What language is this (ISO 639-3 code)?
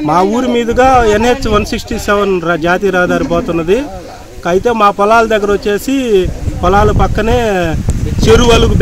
tel